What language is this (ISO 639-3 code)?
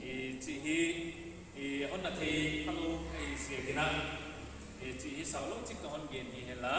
pck